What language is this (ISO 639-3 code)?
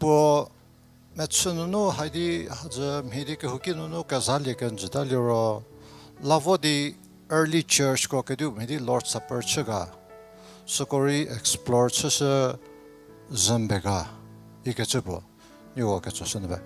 njm